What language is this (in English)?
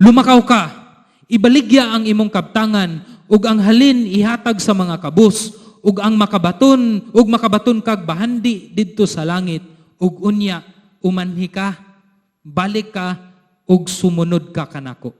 Cebuano